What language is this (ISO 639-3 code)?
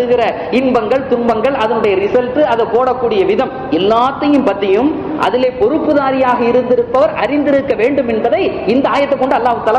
tam